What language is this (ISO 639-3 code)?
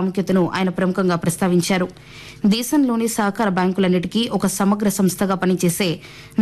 tel